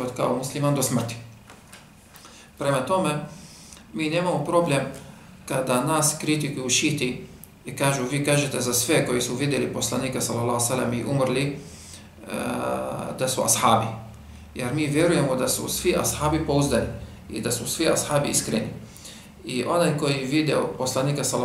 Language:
Bosnian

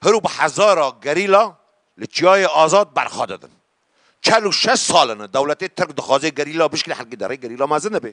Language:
Kurdish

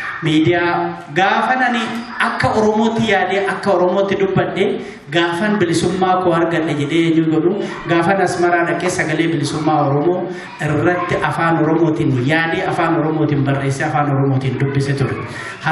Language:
Oromo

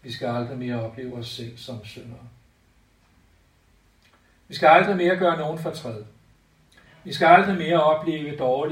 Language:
Danish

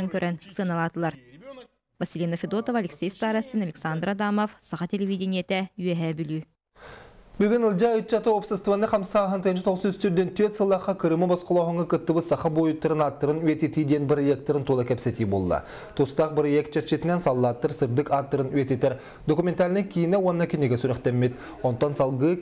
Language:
Yakut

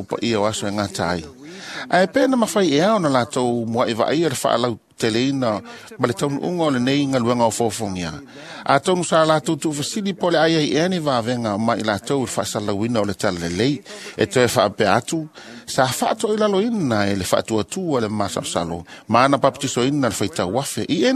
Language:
Samoan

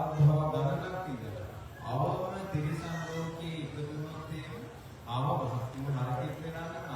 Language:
Sinhala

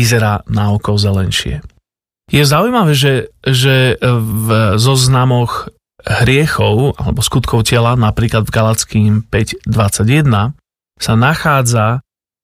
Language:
Slovak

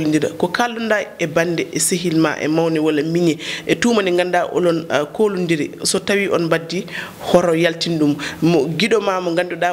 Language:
Fula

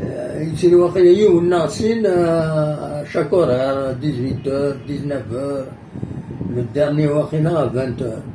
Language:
Kabyle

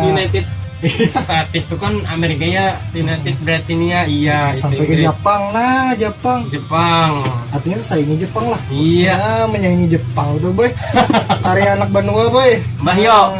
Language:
Banjar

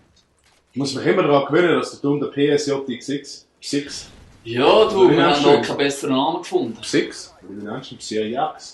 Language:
Swiss German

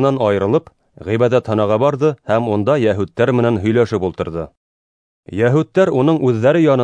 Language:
Bashkir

